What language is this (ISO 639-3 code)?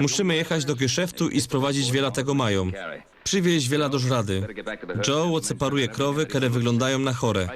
szl